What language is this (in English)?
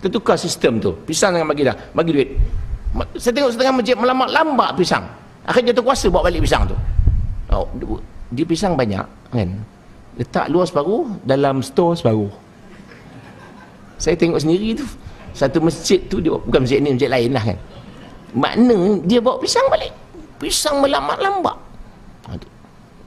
Malay